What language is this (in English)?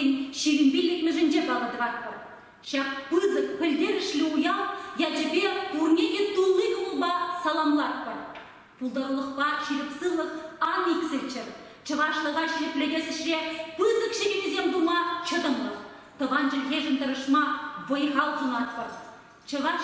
Chuvash